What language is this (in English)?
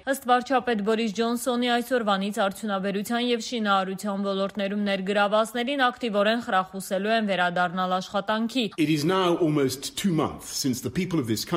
Armenian